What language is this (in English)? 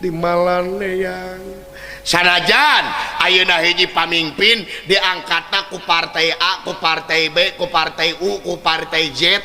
Sundanese